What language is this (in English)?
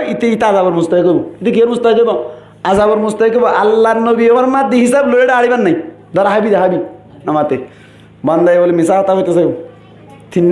Rohingya